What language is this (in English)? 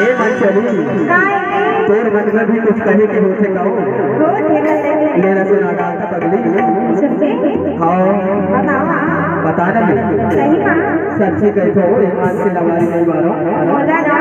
Chhattisgarhi